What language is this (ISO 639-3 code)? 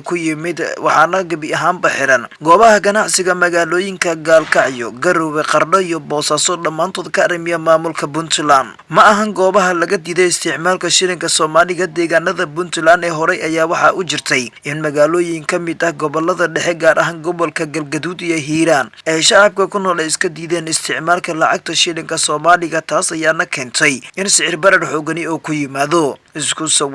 som